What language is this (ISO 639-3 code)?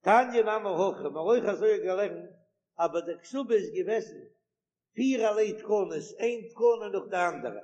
yid